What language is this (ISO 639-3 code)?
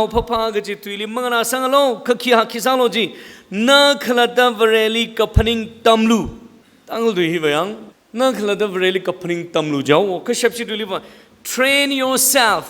nmf